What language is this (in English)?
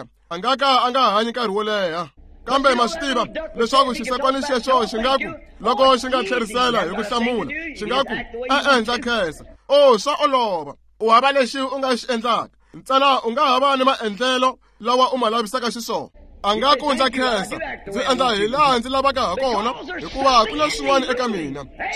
Tsonga